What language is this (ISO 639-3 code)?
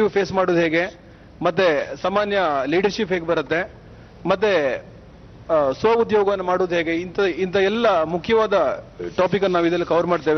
kan